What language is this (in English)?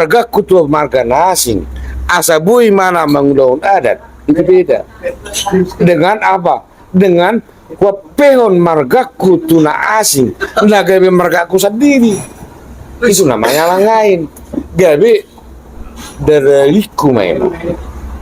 Batak Toba